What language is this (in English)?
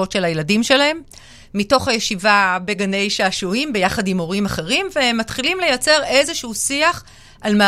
Hebrew